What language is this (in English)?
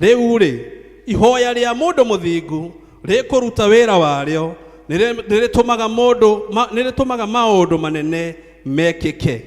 Kikuyu